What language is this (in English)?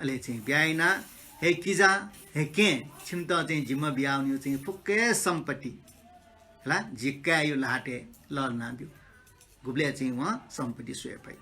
Newari